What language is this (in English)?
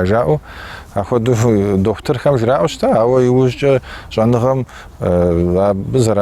Kabardian